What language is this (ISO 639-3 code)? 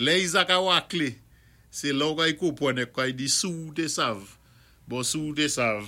acf